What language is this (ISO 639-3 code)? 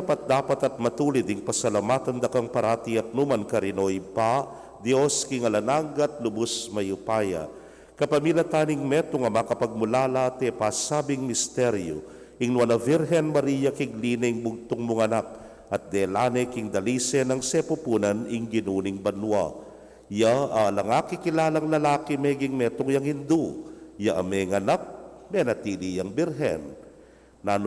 pam